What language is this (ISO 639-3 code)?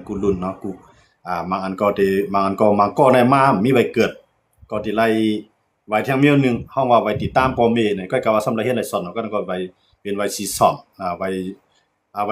shn